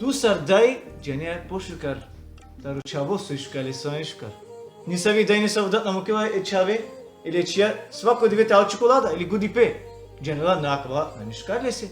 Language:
Balkan Romani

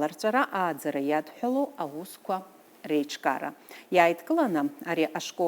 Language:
Abkhazian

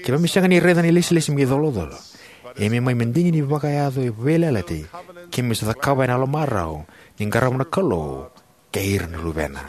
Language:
Fijian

